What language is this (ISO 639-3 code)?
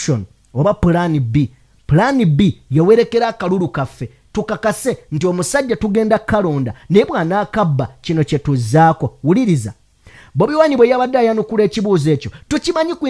lug